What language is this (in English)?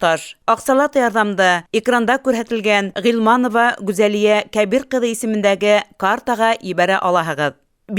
Bashkir